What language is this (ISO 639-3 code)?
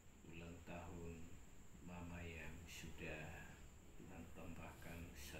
ind